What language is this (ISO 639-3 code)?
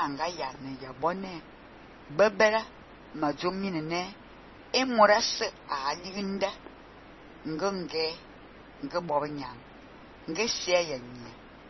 fan